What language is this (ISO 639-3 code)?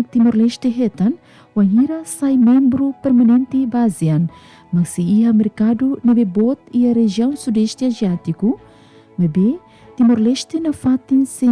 tet